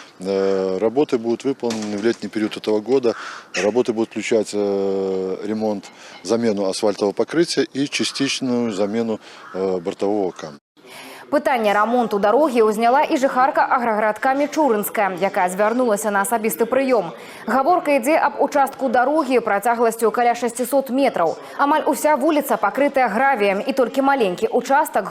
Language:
Belarusian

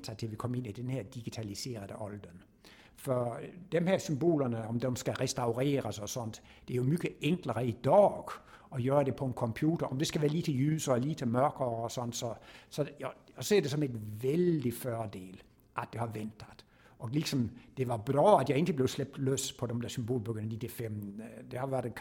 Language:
Danish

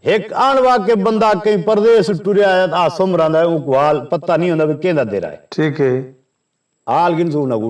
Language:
Saraiki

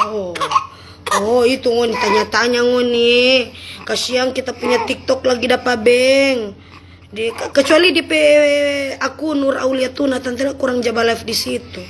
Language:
Manado Malay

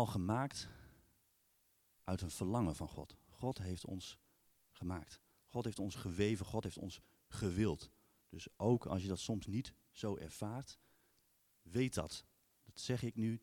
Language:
Dutch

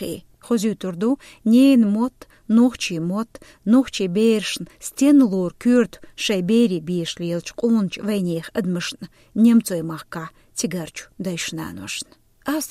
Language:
Chechen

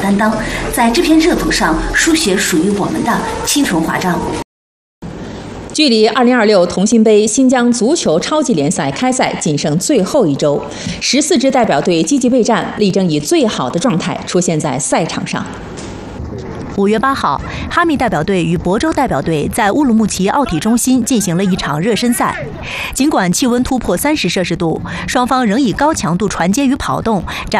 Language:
Chinese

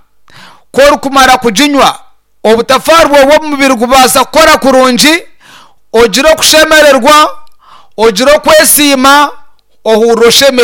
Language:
Nyankole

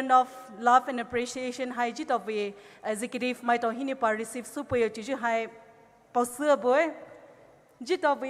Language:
Poumei Naga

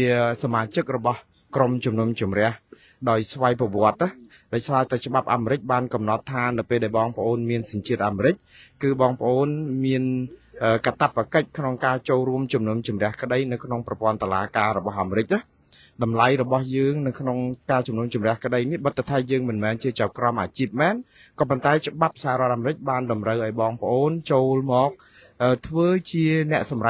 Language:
Khmer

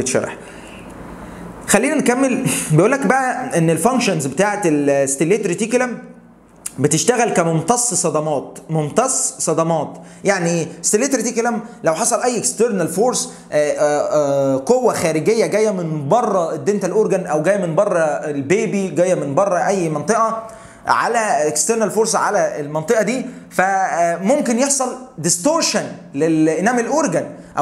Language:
Egyptian Arabic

